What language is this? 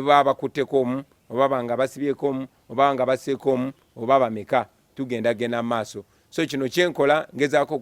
Ganda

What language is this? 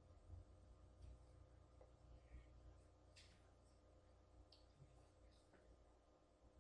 Croatian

